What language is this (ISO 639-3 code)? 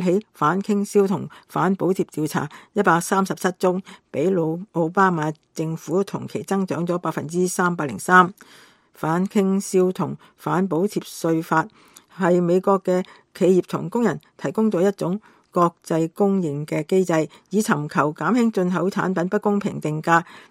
yue